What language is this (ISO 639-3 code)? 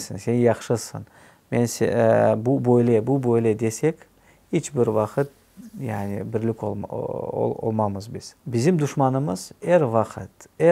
crh